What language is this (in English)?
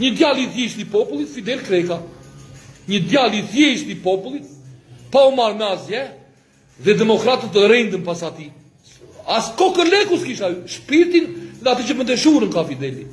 Albanian